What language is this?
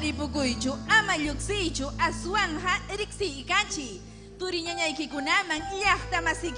Ayacucho Quechua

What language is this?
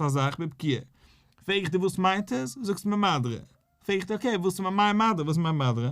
Yiddish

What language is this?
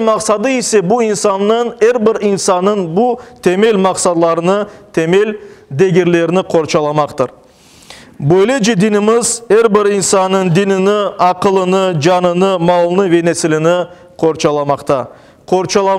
Crimean Tatar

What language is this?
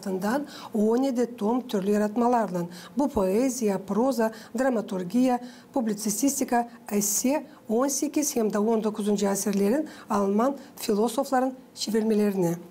Gagauz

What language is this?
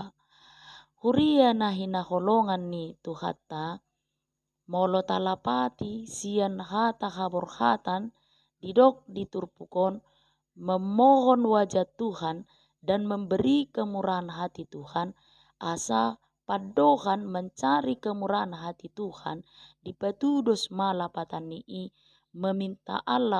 Batak Toba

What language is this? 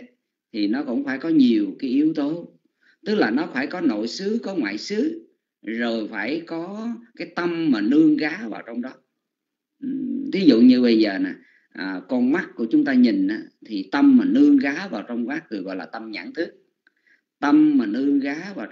Vietnamese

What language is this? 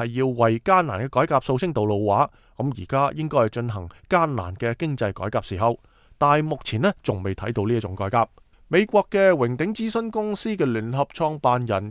Cantonese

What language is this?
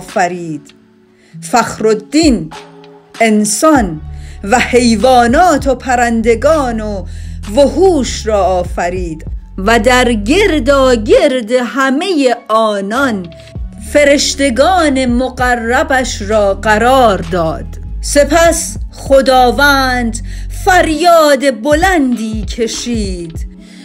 Persian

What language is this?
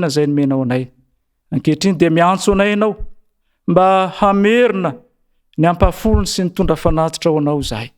Malagasy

